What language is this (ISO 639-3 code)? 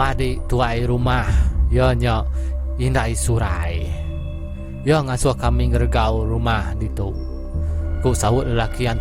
iba